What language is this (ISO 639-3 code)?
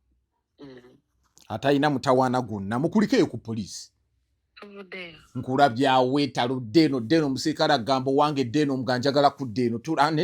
lug